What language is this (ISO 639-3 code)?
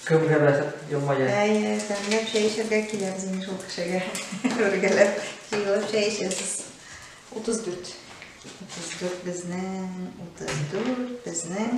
tat